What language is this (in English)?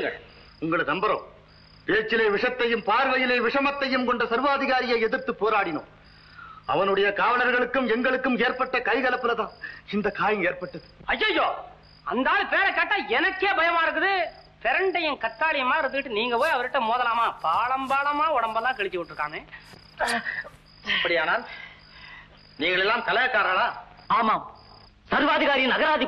Tamil